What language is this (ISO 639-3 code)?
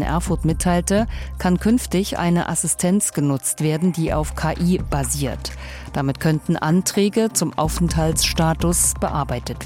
deu